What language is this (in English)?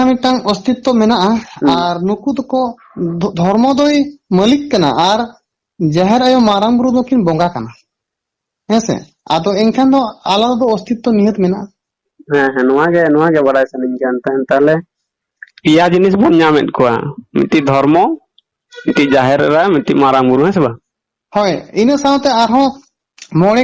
Santali